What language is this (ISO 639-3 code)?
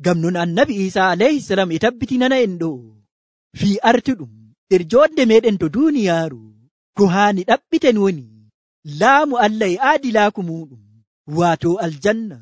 fuv